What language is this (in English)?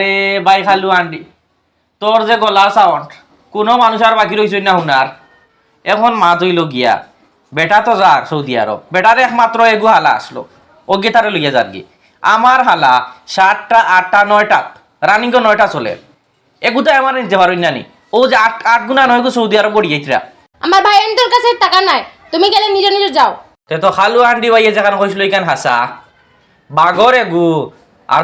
Sylheti